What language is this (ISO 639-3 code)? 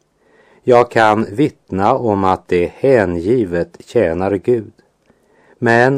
swe